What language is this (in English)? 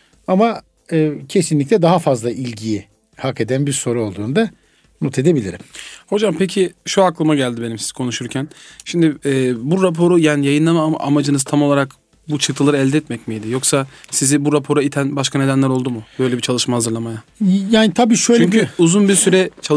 Turkish